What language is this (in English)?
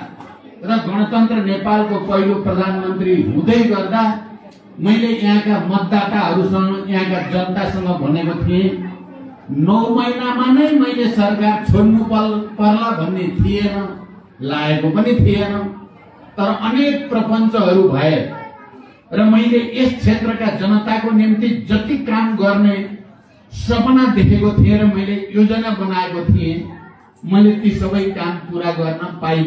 Nepali